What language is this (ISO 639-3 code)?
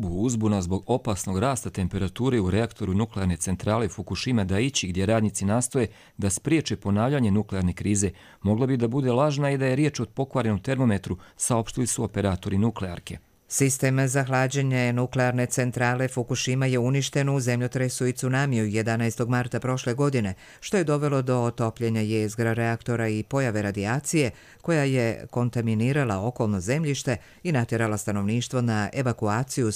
hrv